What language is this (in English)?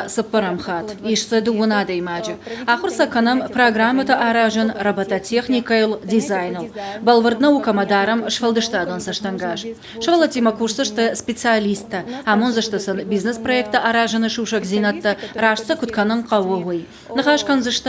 Ossetic